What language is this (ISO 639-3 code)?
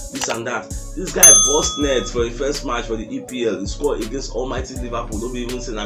pcm